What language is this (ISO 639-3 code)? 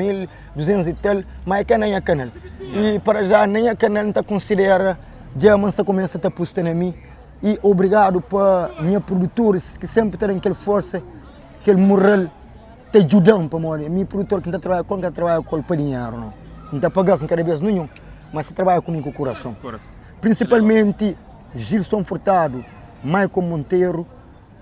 kea